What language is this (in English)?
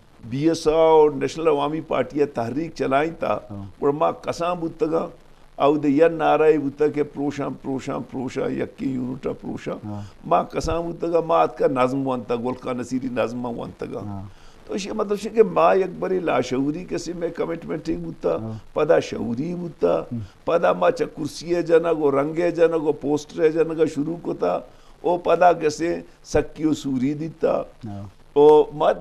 Eastern Balochi